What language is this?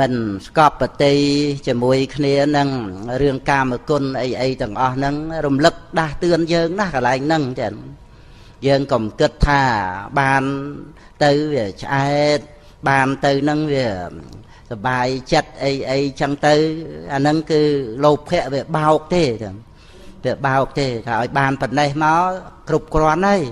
Khmer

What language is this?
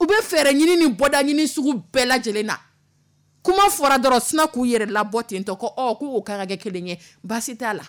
Dyula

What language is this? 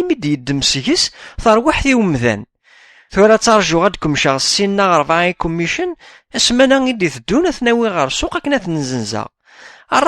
Kabyle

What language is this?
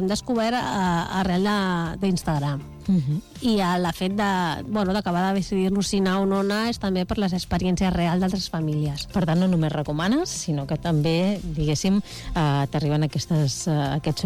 Catalan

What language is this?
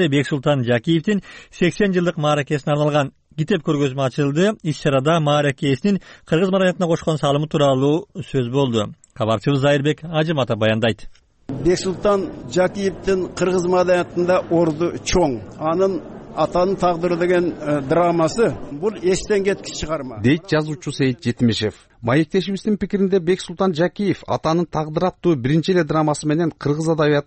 Kyrgyz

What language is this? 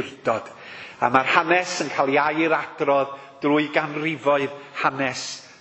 Welsh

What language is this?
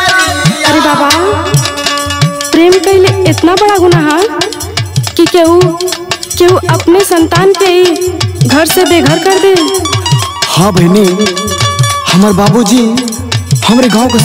Bhojpuri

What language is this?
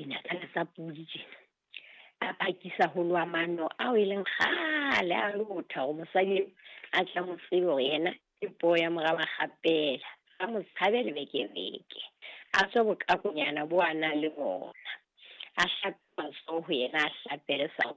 Southern Sotho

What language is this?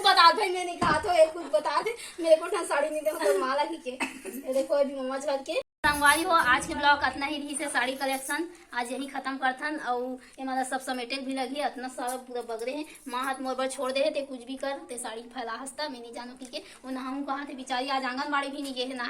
Chhattisgarhi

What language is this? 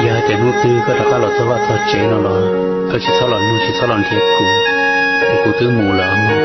Hmong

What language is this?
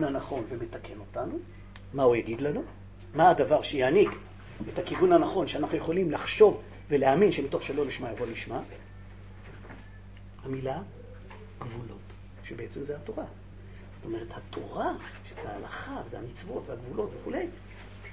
Hebrew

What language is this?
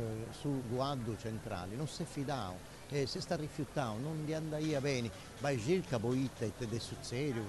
Sardinian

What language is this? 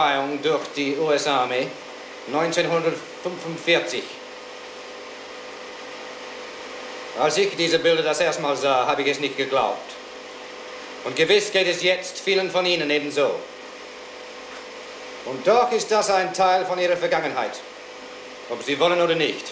German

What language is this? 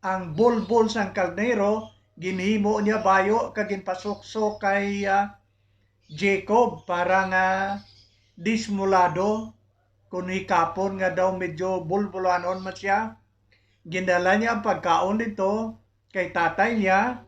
Hiligaynon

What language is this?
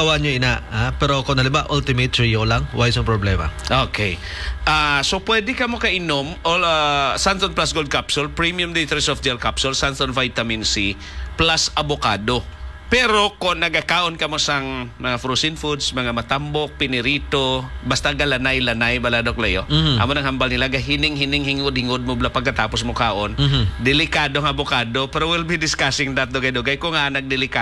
Hiligaynon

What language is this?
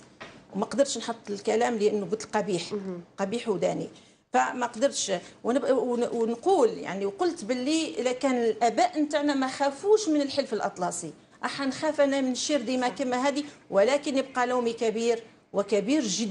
Algerian Arabic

